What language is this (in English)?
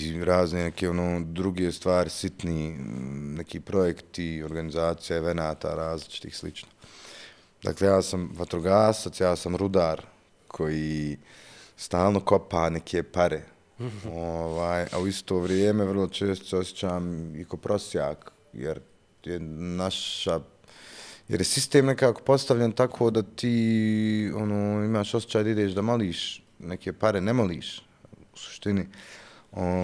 Bosnian